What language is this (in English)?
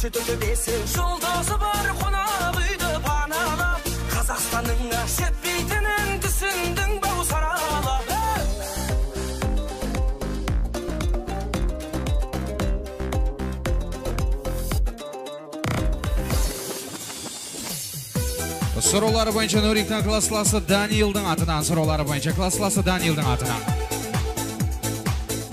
Kazakh